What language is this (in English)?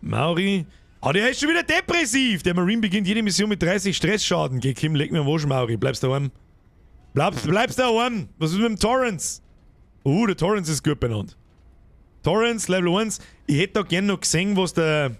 Bavarian